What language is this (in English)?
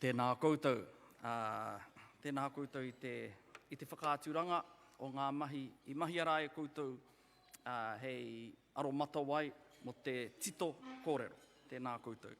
Māori